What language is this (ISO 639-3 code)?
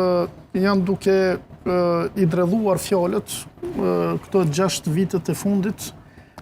sqi